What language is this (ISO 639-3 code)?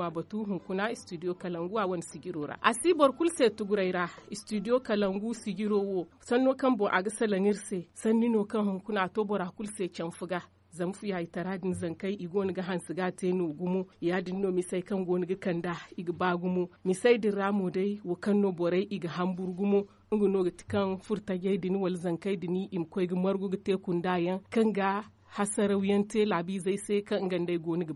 dje